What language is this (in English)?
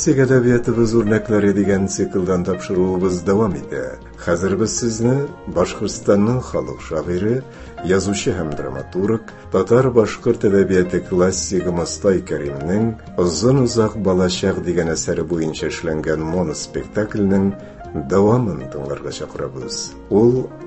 Tatar